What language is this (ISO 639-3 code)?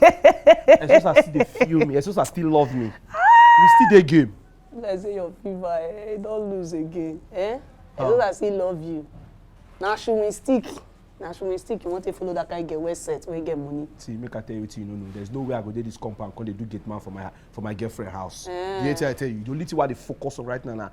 pcm